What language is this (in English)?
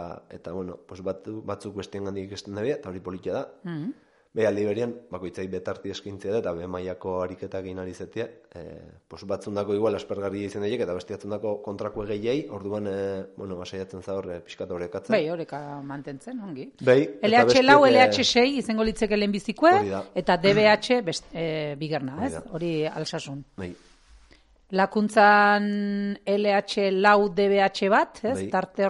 Basque